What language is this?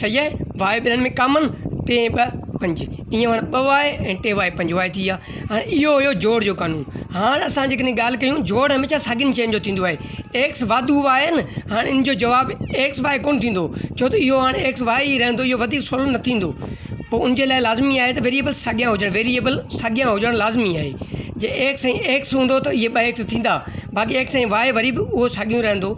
Sindhi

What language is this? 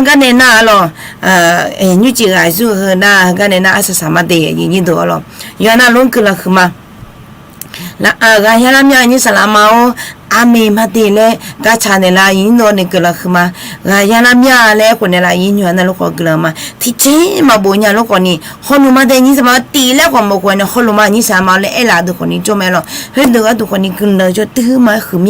Akha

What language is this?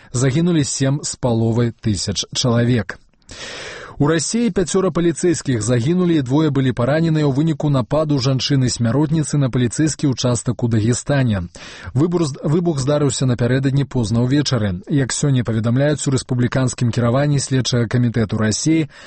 Belarusian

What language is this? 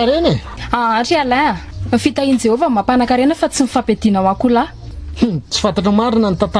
Malagasy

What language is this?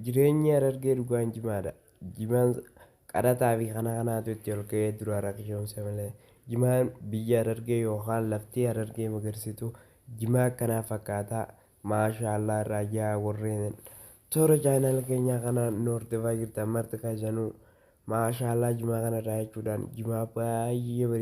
Oromo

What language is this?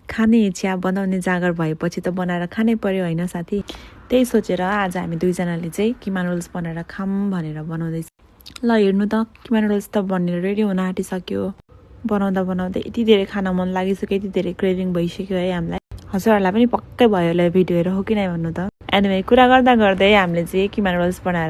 Nepali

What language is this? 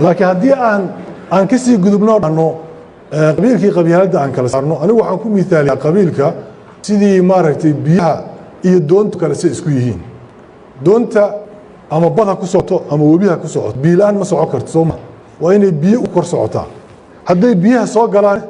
Somali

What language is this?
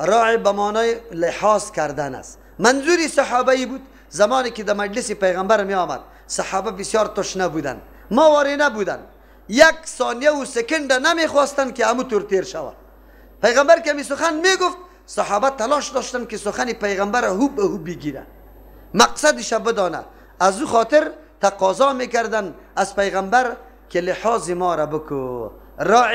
Persian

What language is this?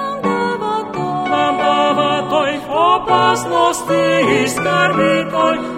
Bulgarian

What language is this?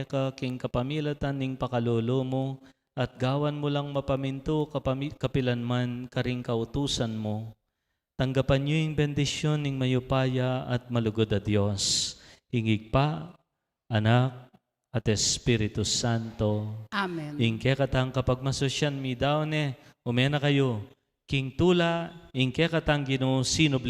Pampanga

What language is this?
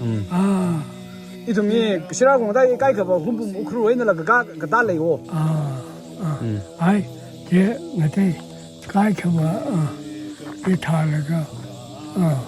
Tangkhul Naga (India)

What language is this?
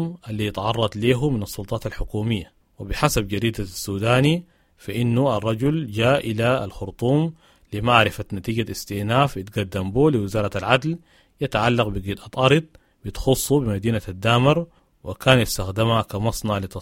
Sudanese Arabic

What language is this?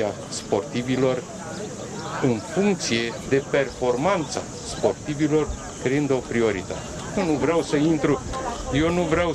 Romanian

